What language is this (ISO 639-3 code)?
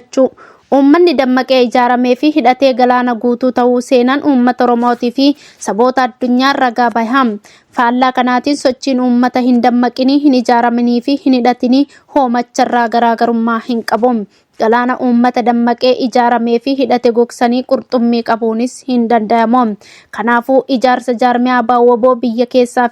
orm